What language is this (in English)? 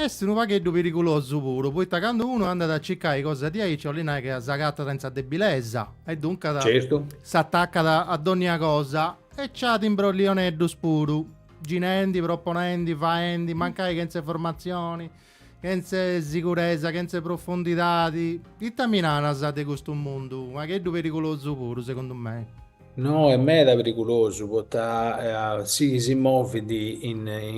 Sardinian